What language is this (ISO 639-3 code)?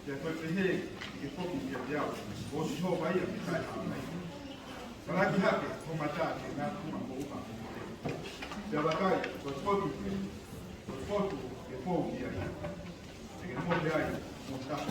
ton